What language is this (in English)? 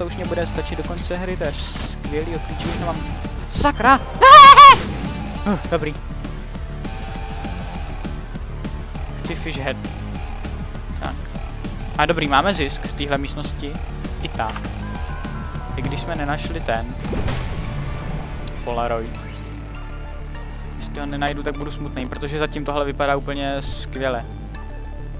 Czech